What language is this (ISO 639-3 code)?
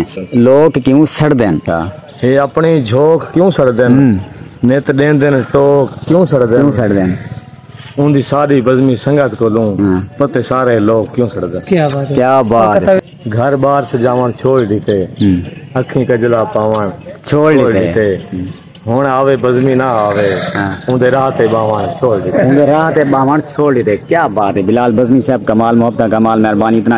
skr